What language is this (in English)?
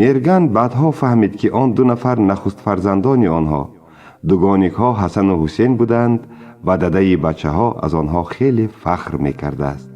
Tajik